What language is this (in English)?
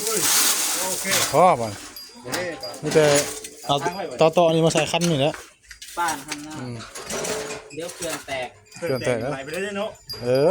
Northeastern Thai